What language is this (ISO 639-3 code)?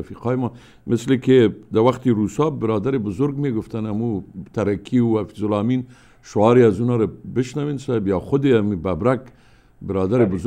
fas